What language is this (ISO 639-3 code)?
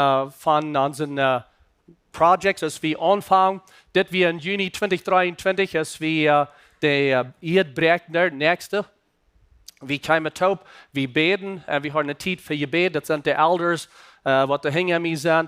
pdt